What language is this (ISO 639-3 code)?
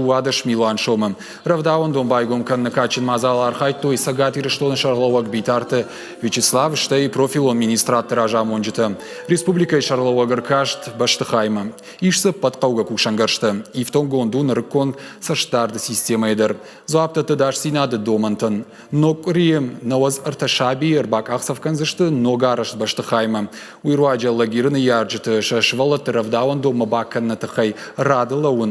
oss